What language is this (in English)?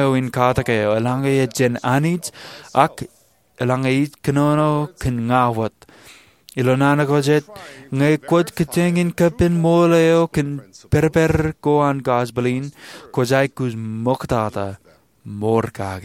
Marshallese